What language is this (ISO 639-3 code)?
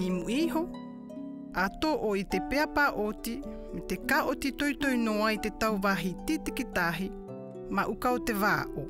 mqm